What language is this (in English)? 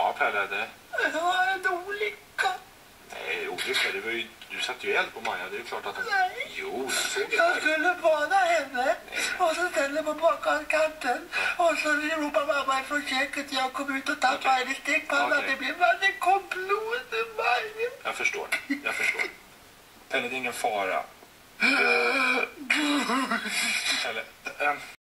Swedish